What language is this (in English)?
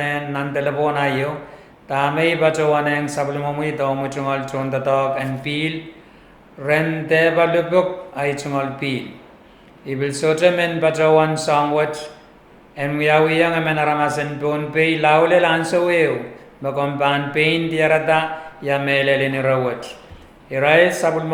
Pohnpeian